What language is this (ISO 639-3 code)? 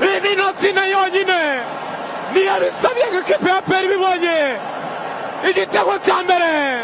kin